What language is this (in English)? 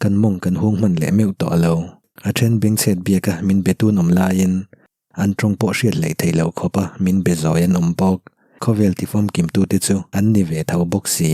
Mizo